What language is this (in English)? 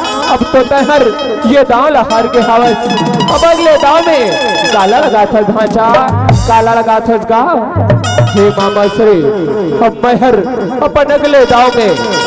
Chhattisgarhi